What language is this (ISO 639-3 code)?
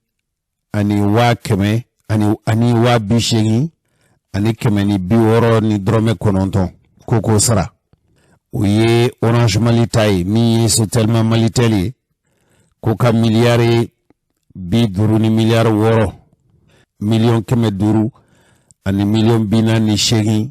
bam